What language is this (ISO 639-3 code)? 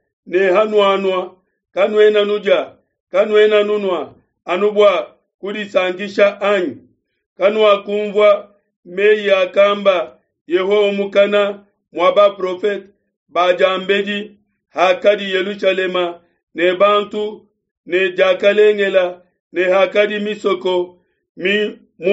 lua